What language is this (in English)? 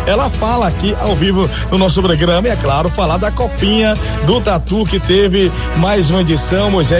Portuguese